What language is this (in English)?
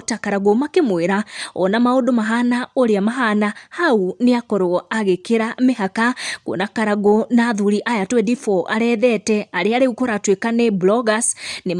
Kikuyu